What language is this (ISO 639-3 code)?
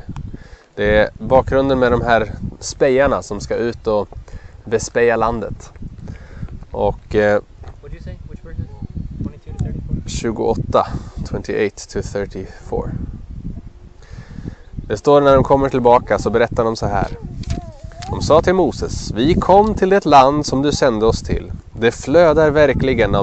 swe